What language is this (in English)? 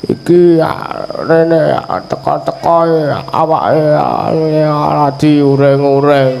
Javanese